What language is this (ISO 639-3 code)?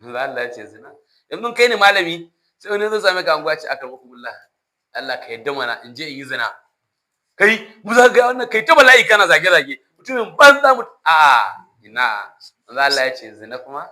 hau